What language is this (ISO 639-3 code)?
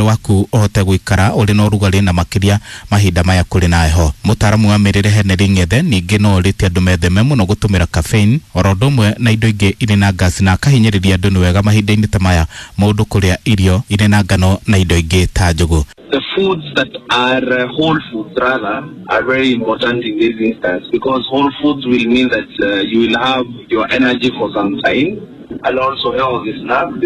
kik